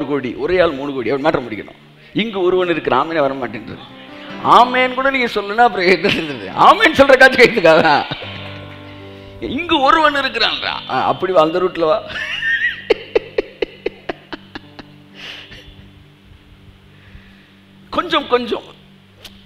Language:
Tamil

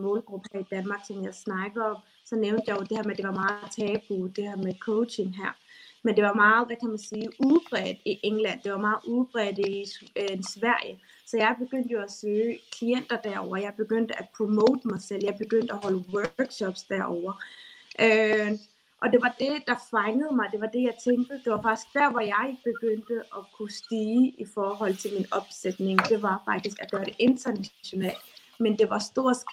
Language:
Danish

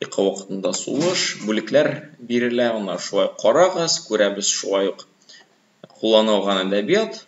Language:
Tatar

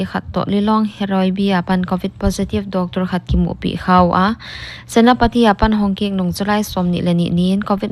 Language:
Paite Chin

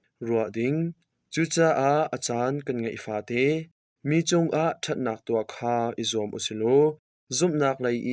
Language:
Hakha Chin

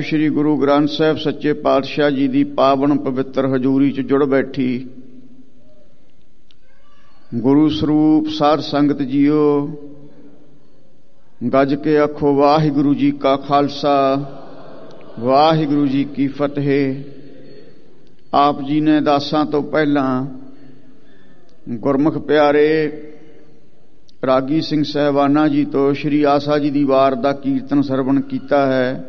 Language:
Punjabi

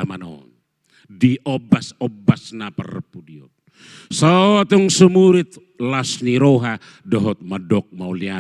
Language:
Batak Toba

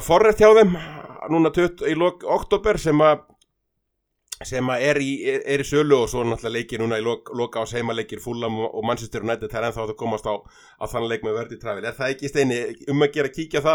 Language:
Icelandic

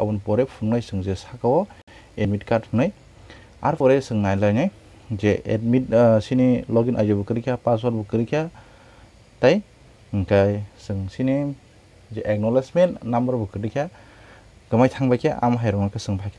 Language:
Kok Borok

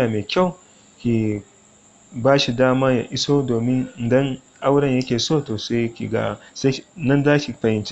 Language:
Hausa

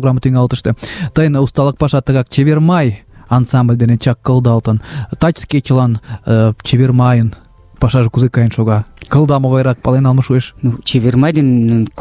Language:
Mari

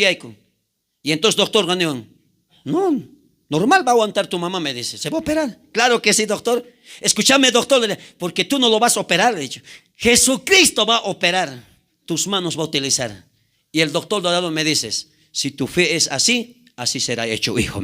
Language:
South Bolivian Quechua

